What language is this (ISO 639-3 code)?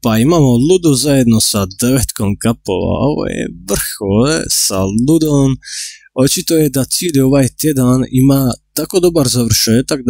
hrv